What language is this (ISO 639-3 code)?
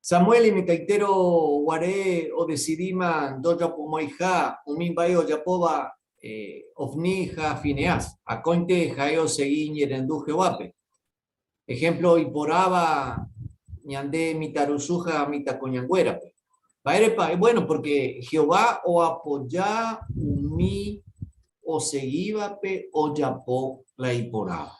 grn